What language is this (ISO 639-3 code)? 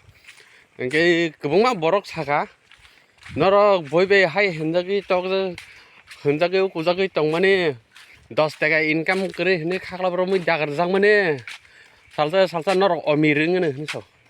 trp